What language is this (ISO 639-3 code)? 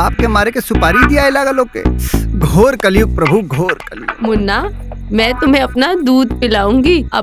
bho